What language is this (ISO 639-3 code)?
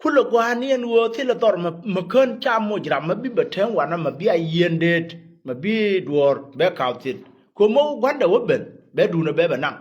nus